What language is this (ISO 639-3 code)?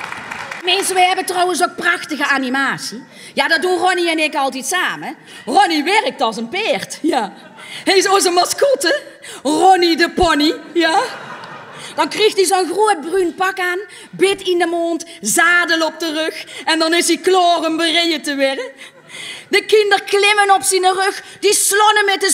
lim